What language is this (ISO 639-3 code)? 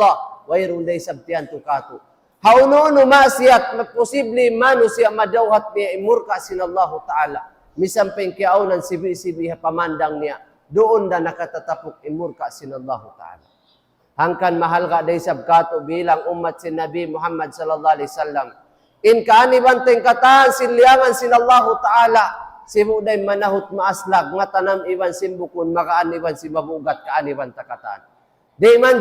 tsg